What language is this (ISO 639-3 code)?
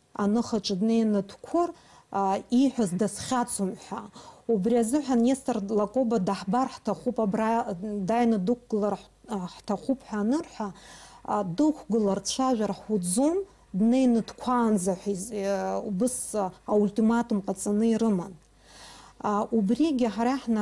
abk